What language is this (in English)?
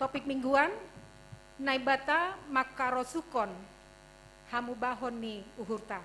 Batak Simalungun